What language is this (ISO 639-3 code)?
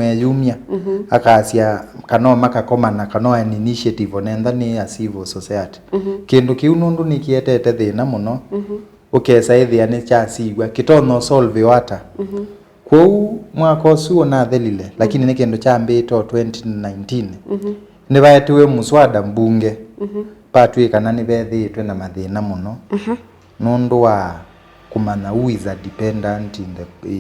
kam